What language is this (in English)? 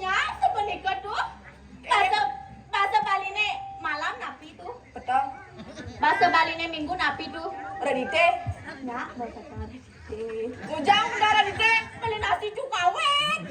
Balinese